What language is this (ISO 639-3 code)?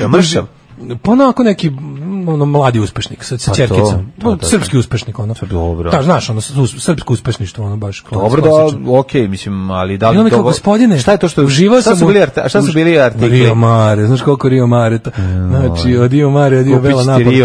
srp